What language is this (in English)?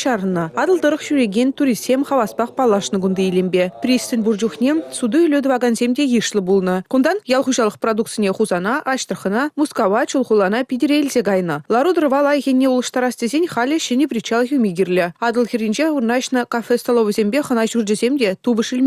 Chuvash